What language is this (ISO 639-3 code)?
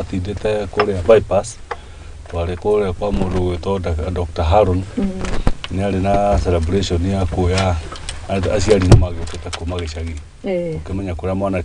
kik